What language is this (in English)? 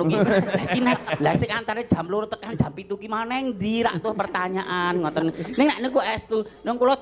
Javanese